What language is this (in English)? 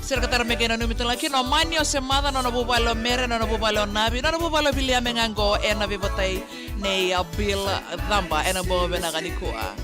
Fijian